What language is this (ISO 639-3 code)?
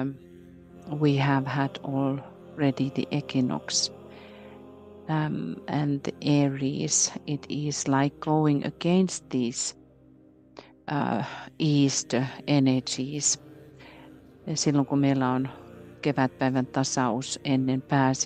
fin